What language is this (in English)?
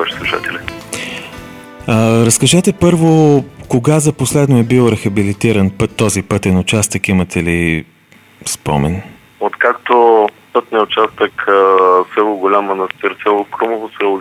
Bulgarian